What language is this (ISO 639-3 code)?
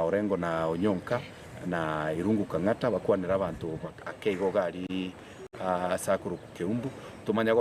guz